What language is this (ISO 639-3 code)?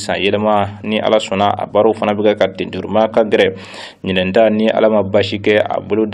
bam